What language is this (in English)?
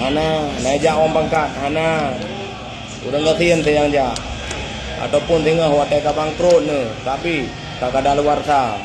Achinese